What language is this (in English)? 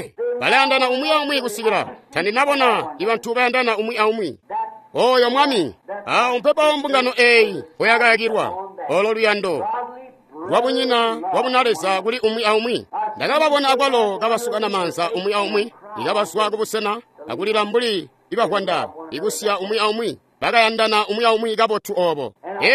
Tonga (Zambia)